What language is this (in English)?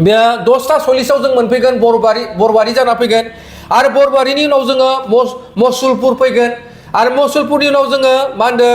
Bodo